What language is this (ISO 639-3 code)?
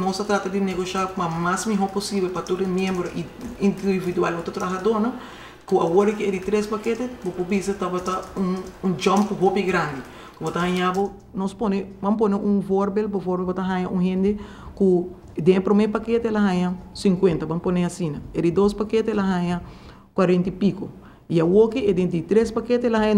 pap